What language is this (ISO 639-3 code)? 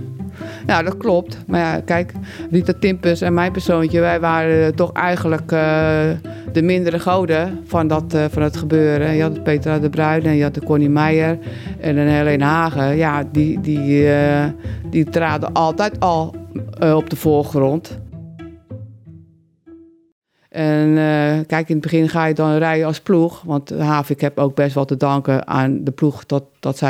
nld